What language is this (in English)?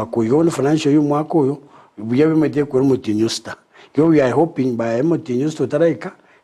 Gusii